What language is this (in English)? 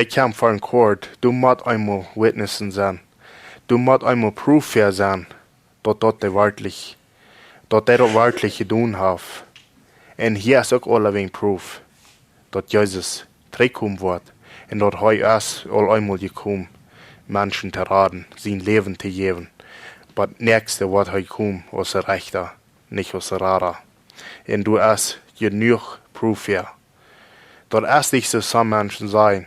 Plautdietsch